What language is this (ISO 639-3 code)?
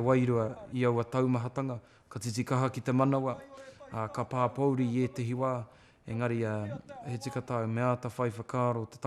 mri